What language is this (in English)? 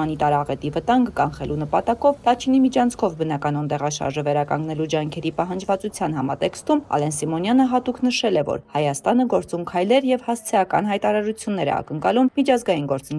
Armenian